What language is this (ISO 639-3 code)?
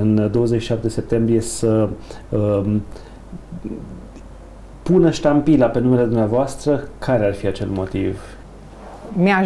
ron